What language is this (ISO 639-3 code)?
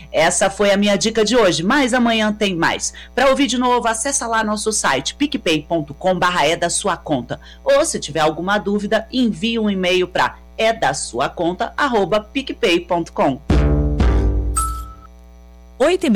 por